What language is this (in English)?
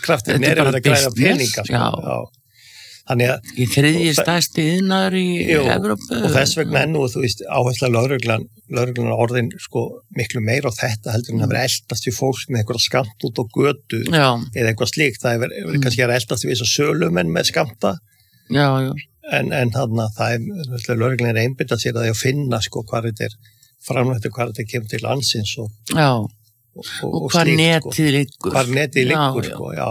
Icelandic